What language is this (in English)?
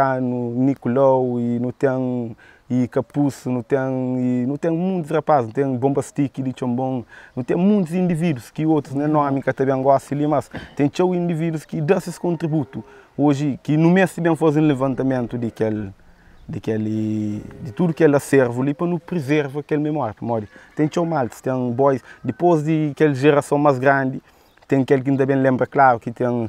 Kabuverdianu